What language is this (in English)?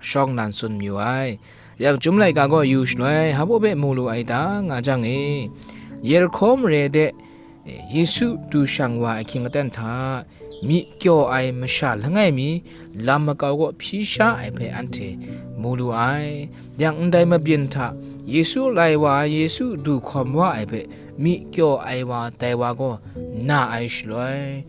Kachin